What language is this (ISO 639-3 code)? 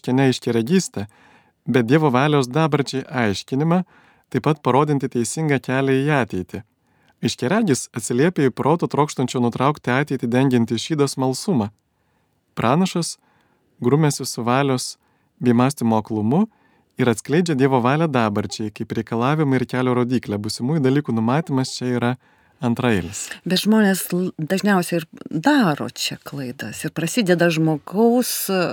lit